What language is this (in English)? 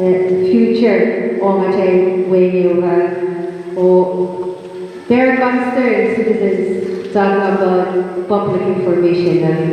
Pohnpeian